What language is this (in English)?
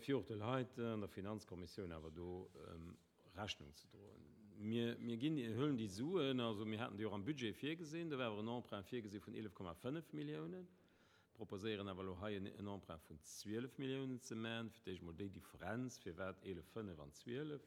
Luxembourgish